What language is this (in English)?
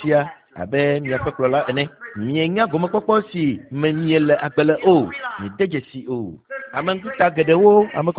Ewe